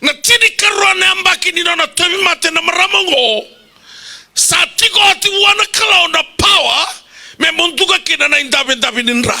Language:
Fijian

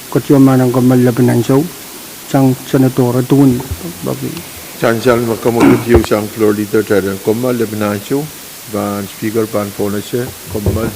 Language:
Pohnpeian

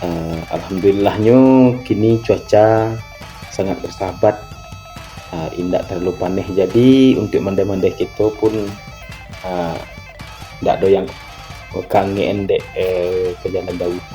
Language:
Minangkabau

